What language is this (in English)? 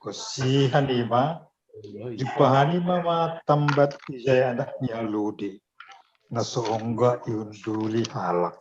Batak Simalungun